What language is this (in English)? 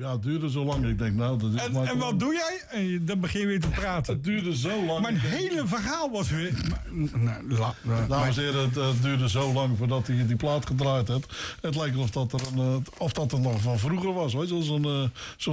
Dutch